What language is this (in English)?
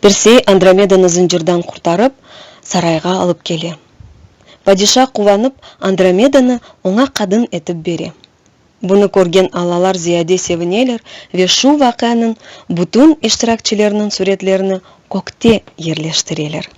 Crimean Tatar